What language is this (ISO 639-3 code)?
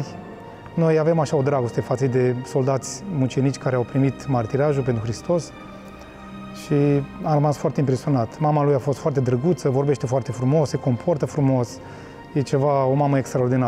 ron